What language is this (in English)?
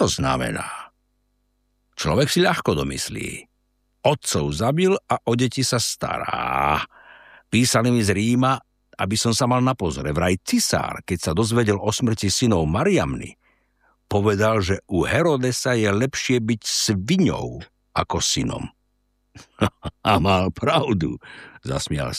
Slovak